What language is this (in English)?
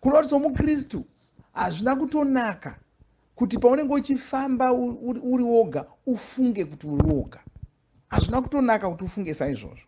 Shona